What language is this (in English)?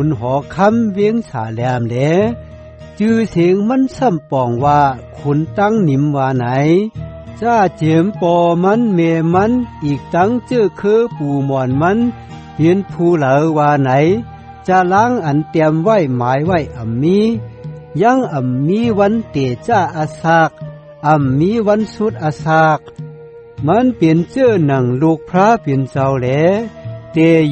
Shan